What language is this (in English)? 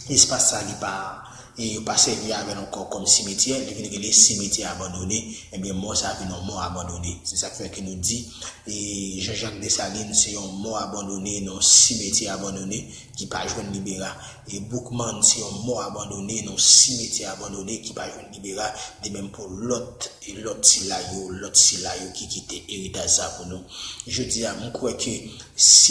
Haitian Creole